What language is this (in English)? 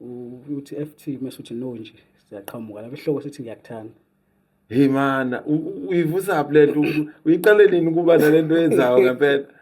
Zulu